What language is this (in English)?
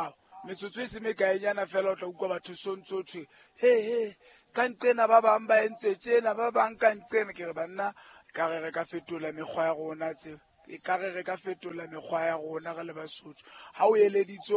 Southern Sotho